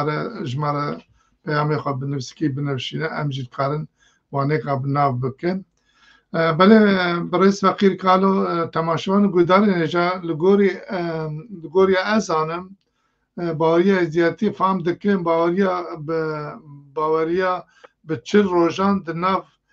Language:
Kurdish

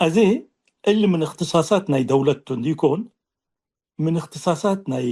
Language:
Tigre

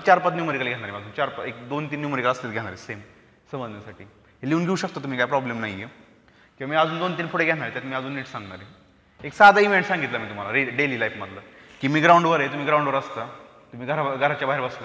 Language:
Marathi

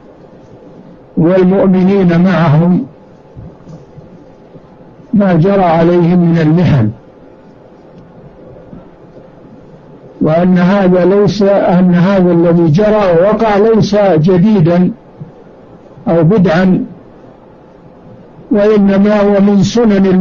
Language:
Arabic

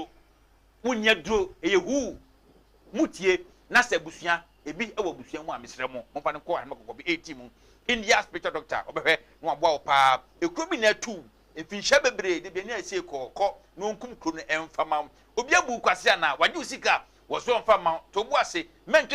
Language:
Akan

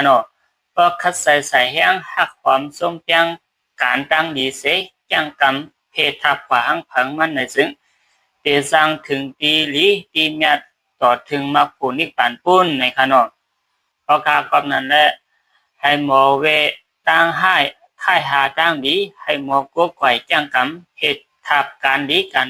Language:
Shan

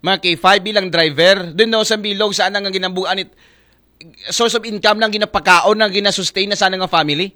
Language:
Aklanon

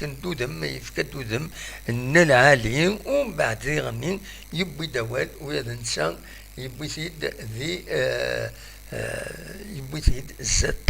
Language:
Kabyle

